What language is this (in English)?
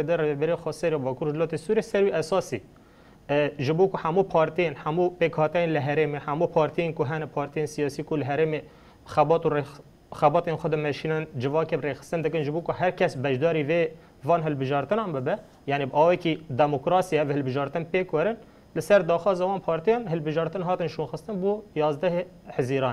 Kurdish